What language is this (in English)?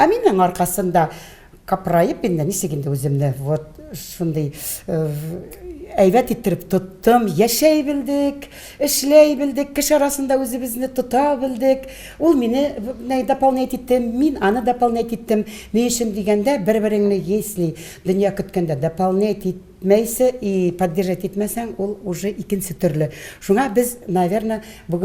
Tatar